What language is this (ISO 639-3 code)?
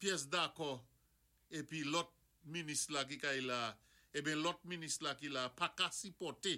acf